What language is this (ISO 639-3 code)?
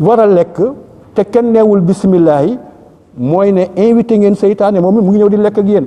wol